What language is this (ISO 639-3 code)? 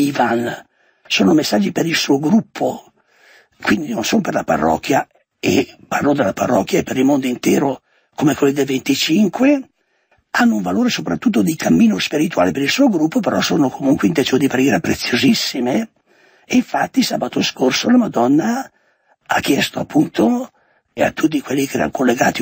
ita